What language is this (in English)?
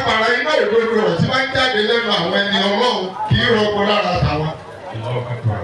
Yoruba